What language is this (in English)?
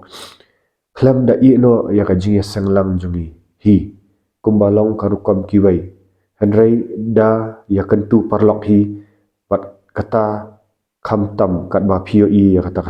Khasi